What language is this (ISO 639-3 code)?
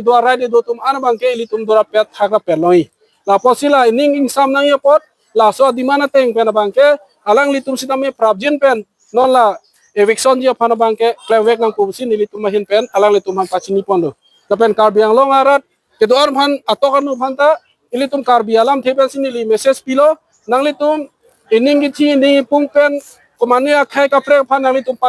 mjw